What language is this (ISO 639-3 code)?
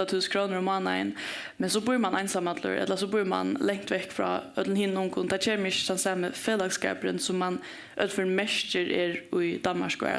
fao